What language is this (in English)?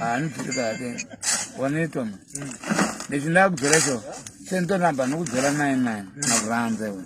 Tsonga